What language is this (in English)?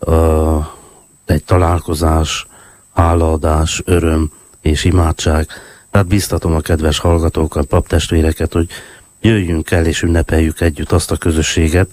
Hungarian